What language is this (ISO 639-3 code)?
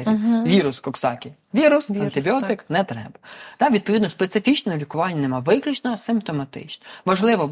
ukr